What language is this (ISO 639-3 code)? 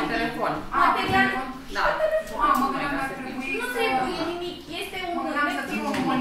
ron